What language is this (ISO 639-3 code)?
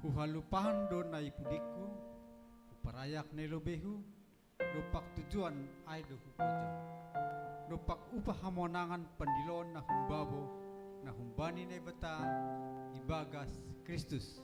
bts